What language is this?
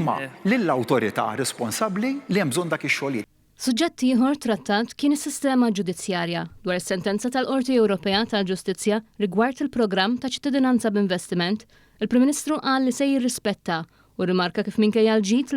Maltese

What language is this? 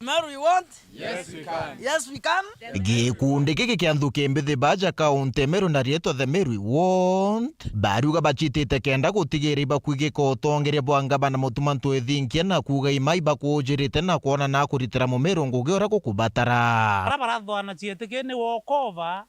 Meru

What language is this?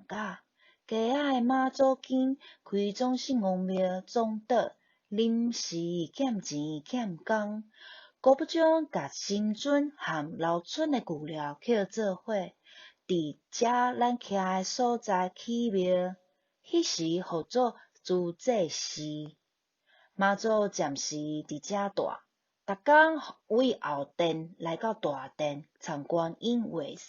Min Nan Chinese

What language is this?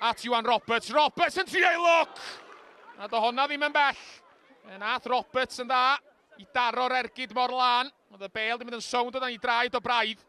Welsh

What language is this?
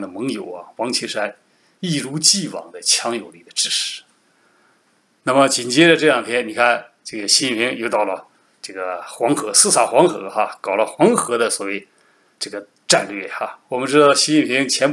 Chinese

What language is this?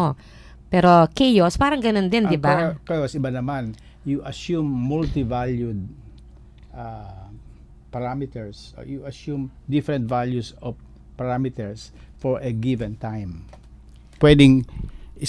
Filipino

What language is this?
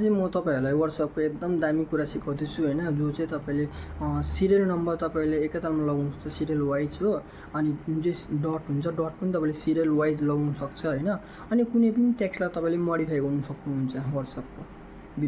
Nepali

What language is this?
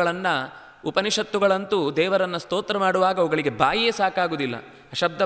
Kannada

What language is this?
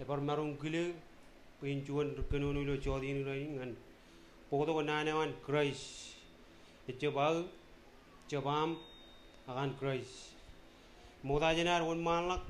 Marshallese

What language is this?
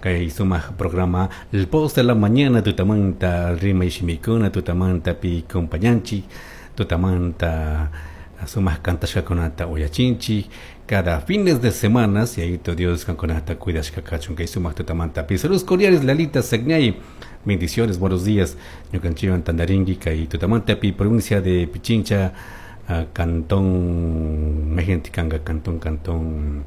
Chimborazo Highland Quichua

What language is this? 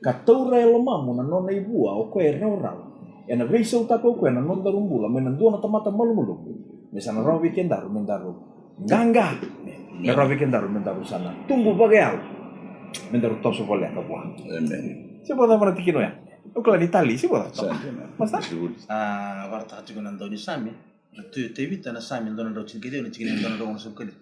Fijian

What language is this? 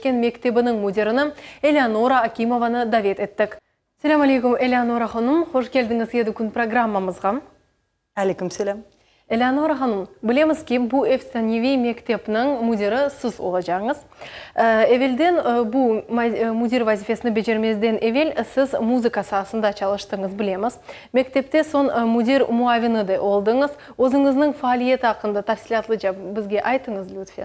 Crimean Tatar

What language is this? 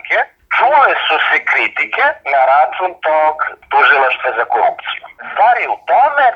Serbian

